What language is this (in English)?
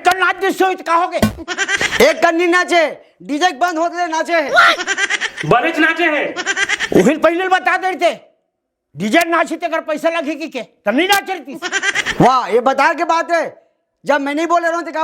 Chhattisgarhi